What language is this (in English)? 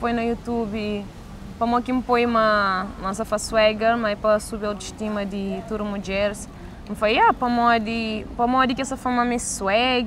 Kabuverdianu